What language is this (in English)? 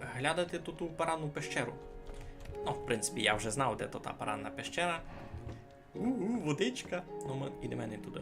Rusyn